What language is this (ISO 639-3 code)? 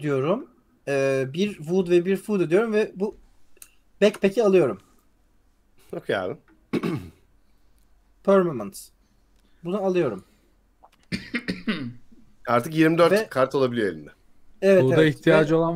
tur